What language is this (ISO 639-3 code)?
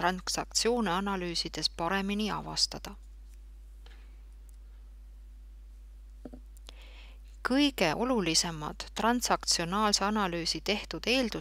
est